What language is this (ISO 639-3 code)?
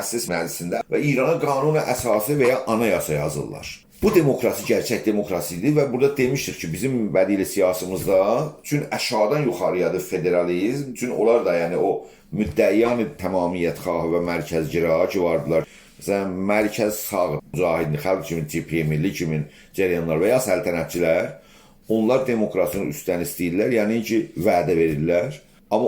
azb